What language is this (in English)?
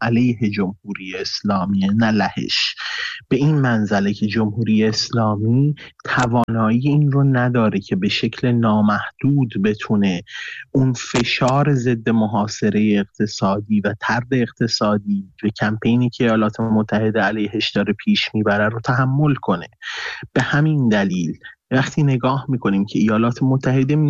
Persian